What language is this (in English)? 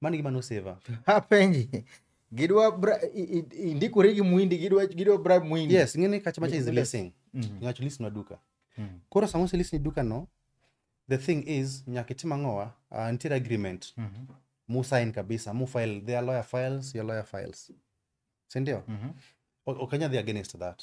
Luo (Kenya and Tanzania)